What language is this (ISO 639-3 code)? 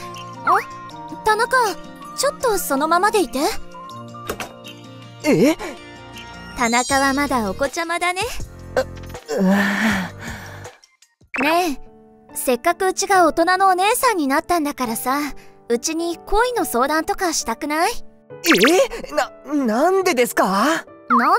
jpn